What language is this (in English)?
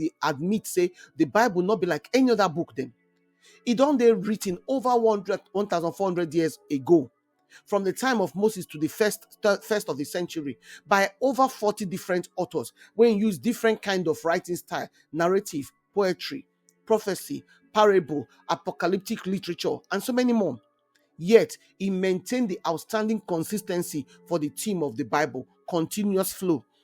Nigerian Pidgin